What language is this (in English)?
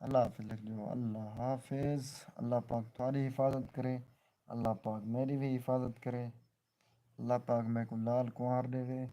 Saraiki